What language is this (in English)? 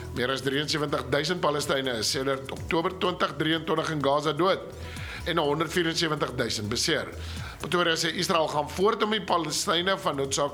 Afrikaans